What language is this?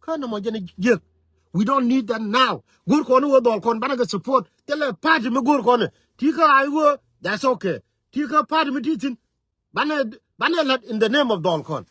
Nuer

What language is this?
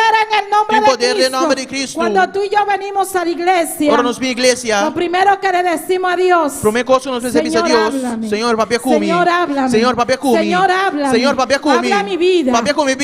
Papiamento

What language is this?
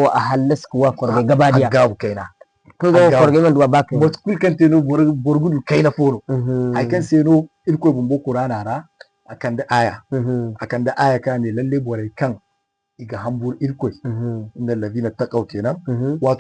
Zarma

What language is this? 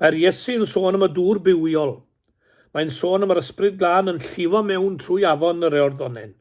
Welsh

